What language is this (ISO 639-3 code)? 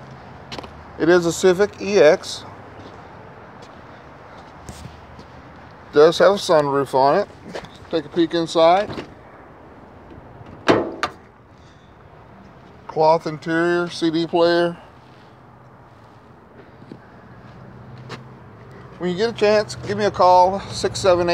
eng